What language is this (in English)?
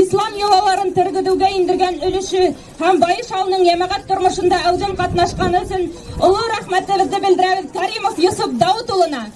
Bashkir